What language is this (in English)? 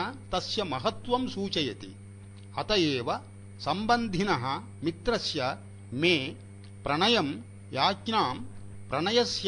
Sanskrit